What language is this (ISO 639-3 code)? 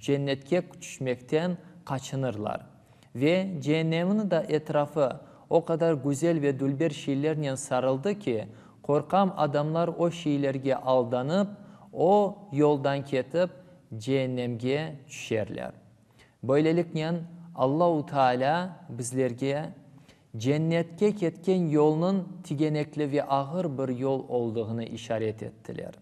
crh